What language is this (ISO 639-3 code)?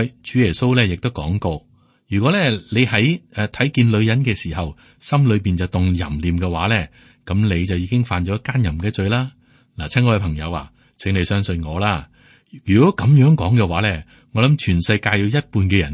yue